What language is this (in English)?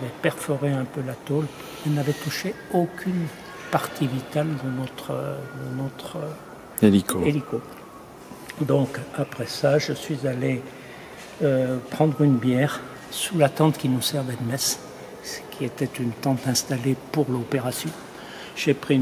French